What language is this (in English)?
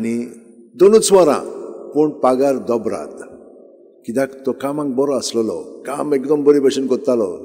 Konkani